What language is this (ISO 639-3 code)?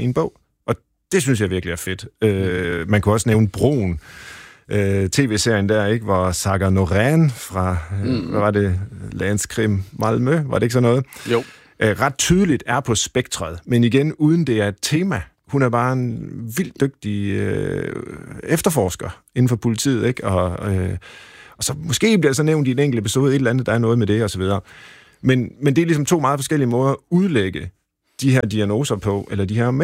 dan